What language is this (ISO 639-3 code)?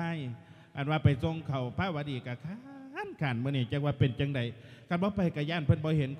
lao